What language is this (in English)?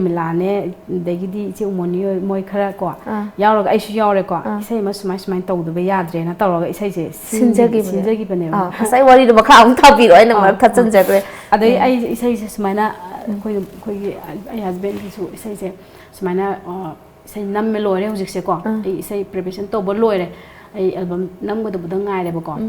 Manipuri